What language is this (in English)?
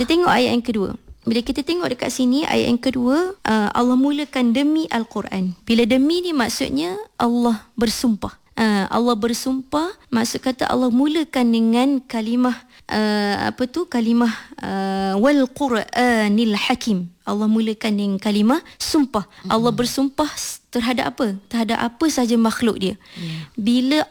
Malay